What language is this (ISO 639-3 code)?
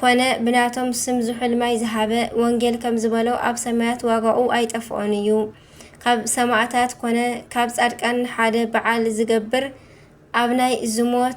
tir